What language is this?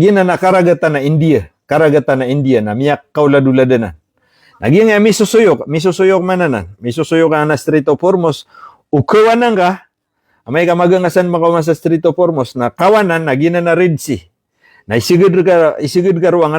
Maranao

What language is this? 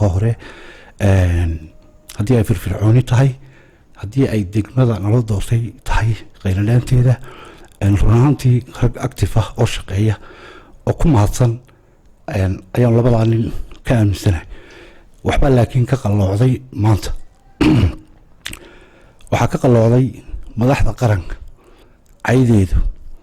Somali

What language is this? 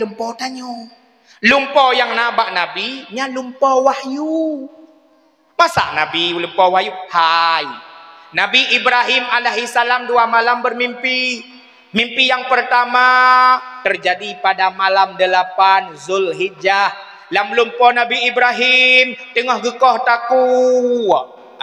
Achinese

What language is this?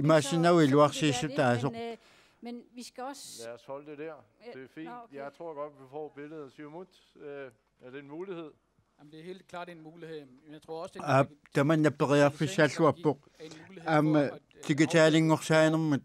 Kalaallisut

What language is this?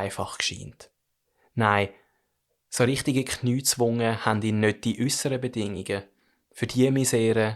Swiss German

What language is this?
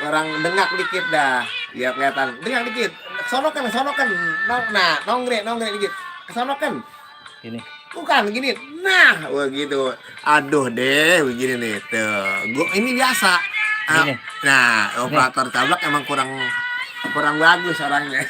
Betawi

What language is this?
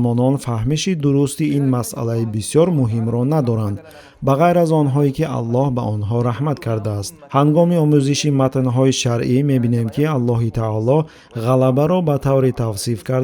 Tajik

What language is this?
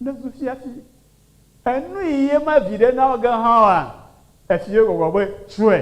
Ewe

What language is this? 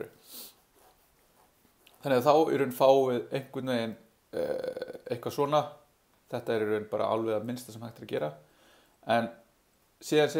Icelandic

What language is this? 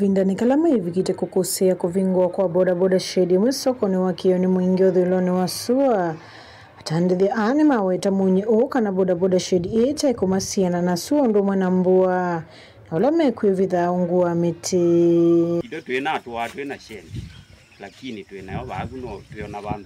Kamba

